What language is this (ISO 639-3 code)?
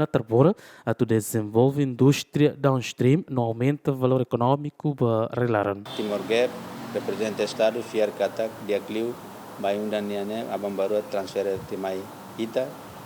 tet